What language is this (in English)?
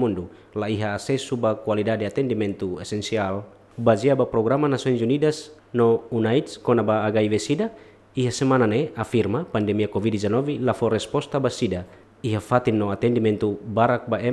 Tetum